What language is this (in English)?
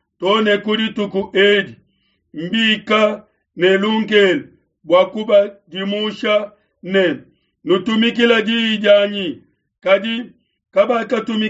Luba-Lulua